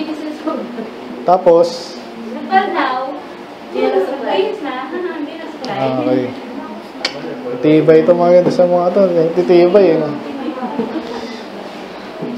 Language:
Filipino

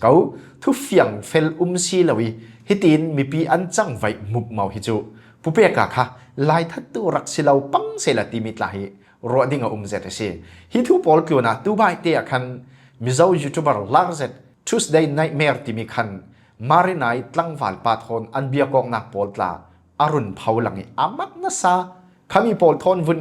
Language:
Falam Chin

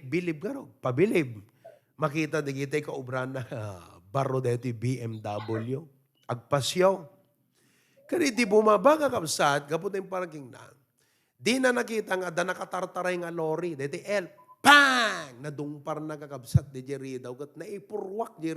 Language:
Iloko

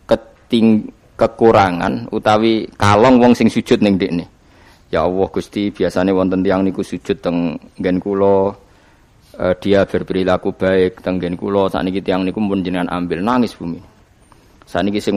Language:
Javanese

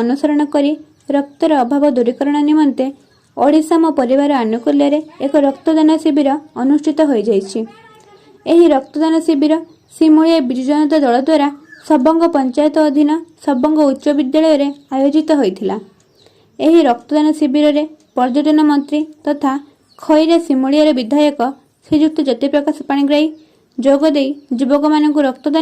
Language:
Odia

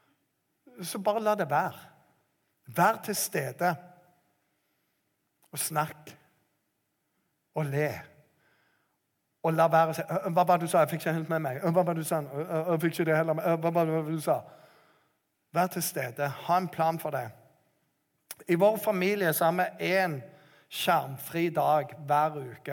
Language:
Norwegian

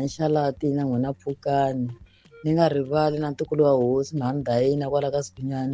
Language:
Tsonga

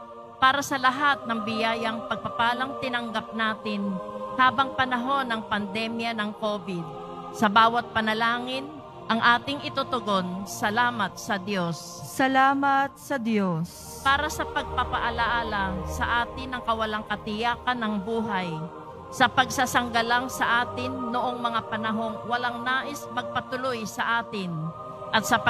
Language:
Filipino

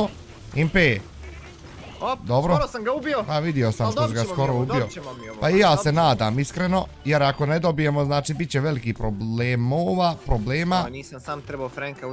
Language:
Bosnian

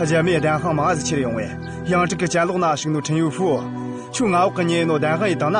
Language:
Tibetan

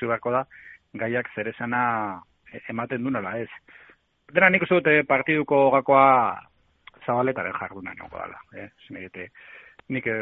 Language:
Basque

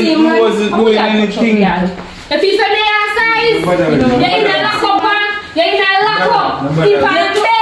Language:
Jamaican Creole English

